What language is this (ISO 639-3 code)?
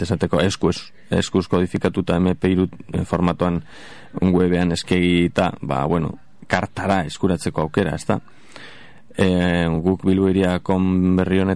eus